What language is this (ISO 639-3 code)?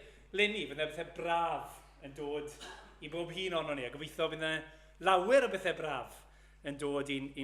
cym